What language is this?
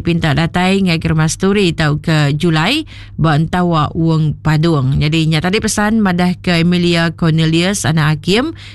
Iban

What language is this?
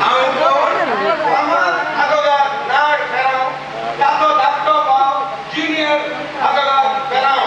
Konkani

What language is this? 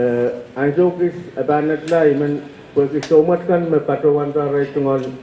Pohnpeian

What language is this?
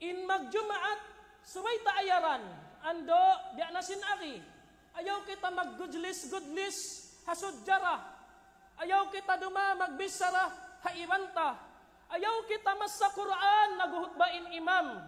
Tausug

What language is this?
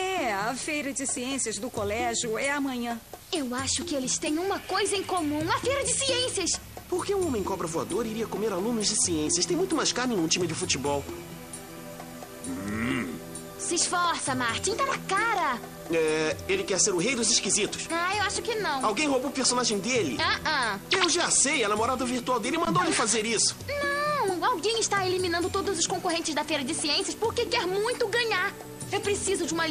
Portuguese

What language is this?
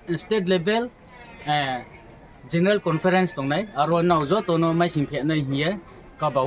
Riang (India)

